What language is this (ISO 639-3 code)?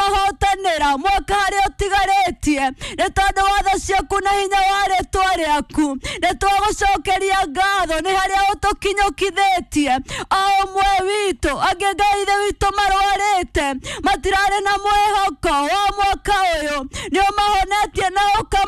kik